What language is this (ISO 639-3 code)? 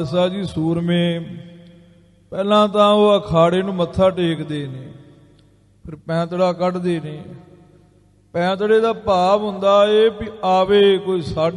pan